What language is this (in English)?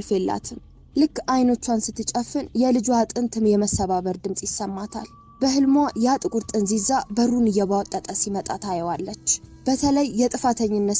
Amharic